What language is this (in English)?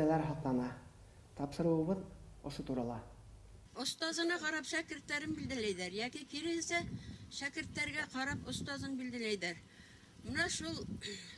Bashkir